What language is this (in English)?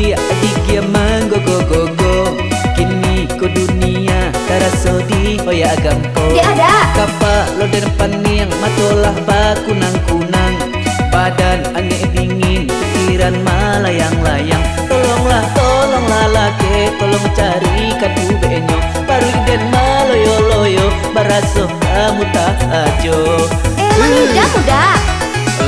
Minangkabau